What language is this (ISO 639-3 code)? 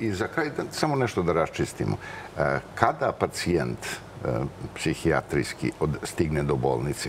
srp